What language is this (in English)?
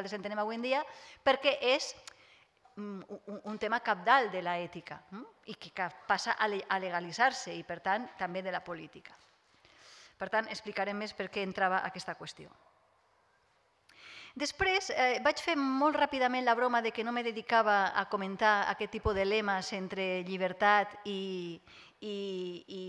Catalan